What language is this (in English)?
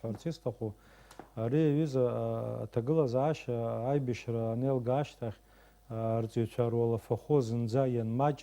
Abkhazian